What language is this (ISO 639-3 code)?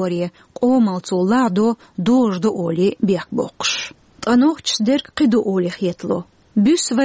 che